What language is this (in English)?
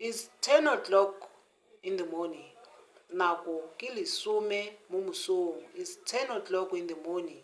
Tswana